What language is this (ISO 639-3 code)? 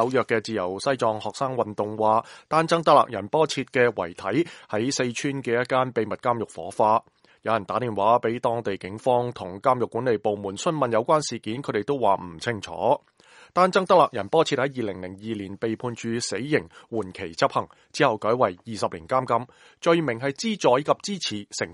yue